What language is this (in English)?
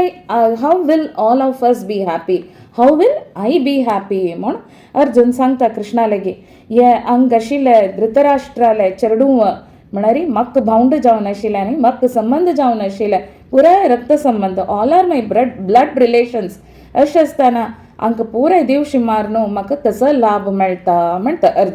Konkani